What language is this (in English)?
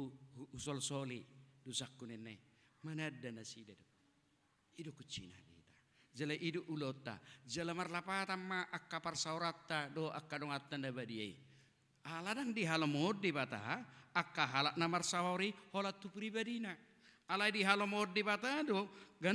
Batak Toba